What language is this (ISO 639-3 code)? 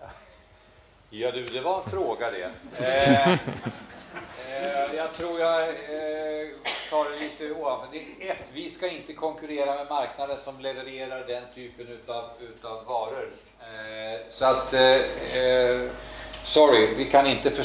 swe